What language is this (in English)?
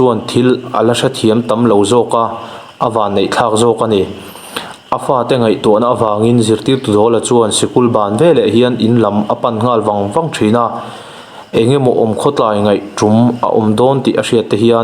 Mizo